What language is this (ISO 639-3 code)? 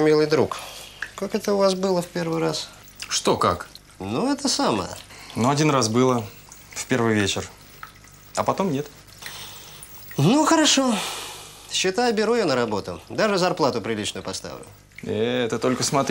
rus